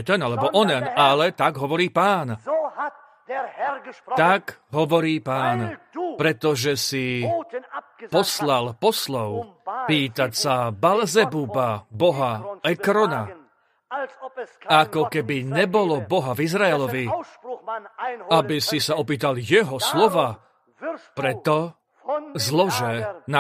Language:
Slovak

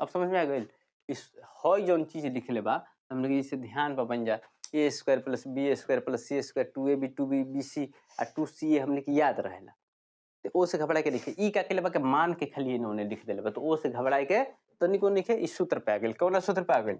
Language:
Bhojpuri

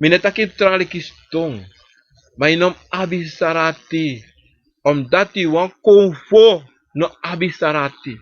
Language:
Sranan Tongo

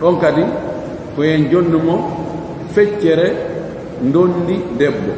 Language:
Pular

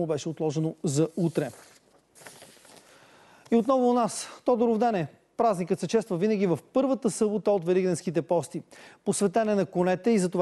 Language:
Bulgarian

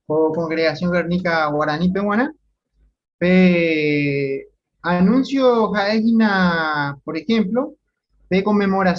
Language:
Guarani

